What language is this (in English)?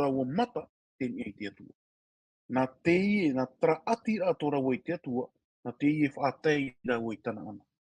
Tahitian